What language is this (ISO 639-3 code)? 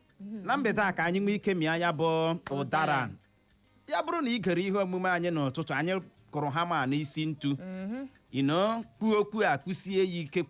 ibo